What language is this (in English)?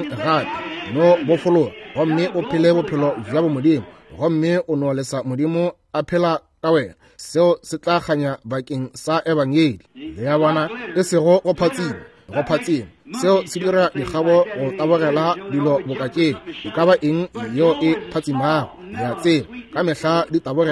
Northern Sotho